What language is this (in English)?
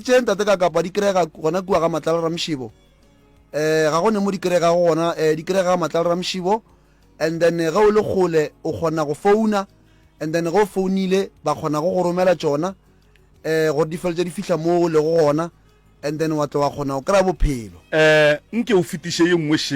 Northern Sotho